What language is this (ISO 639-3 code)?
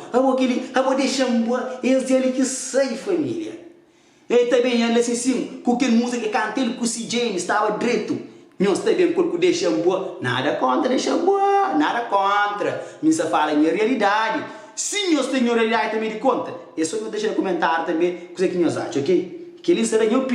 kea